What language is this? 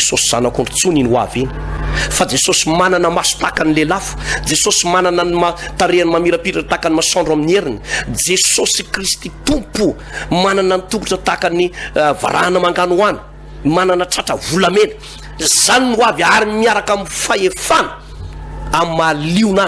Malagasy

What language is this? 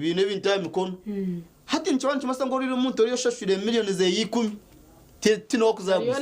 Nyankole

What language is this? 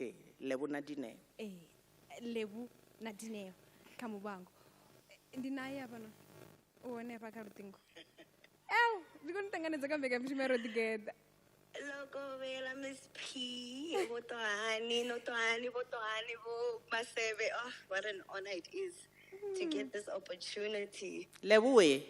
Venda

